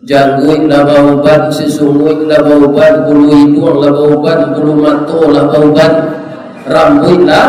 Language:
Minangkabau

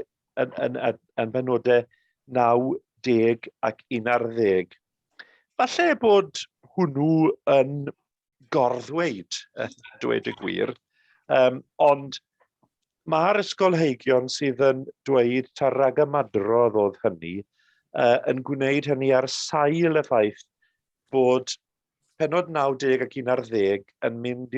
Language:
Welsh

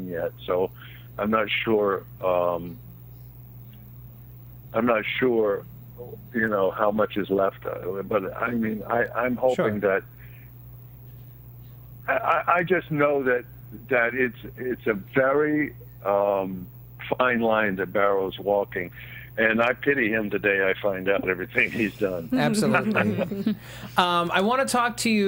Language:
English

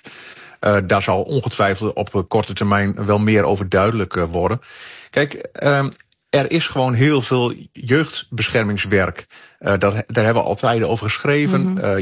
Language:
Dutch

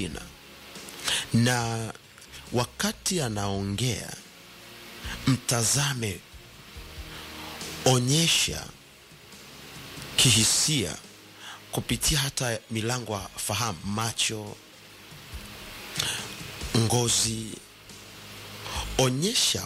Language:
Swahili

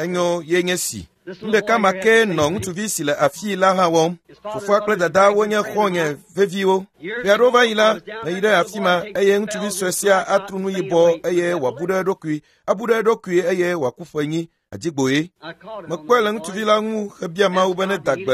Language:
Ewe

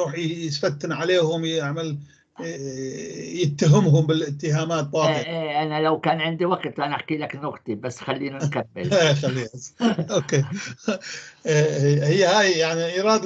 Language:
North Levantine Arabic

